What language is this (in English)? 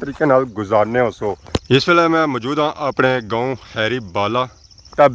Pahari-Potwari